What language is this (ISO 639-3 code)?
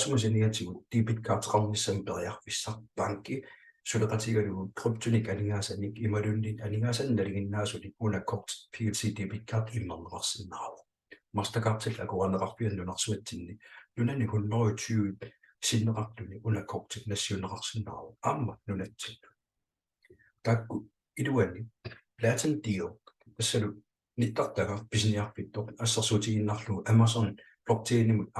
kal